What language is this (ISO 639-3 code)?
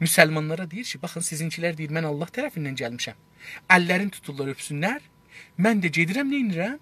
azb